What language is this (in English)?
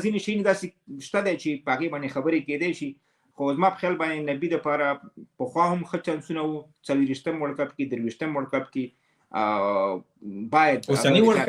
Pashto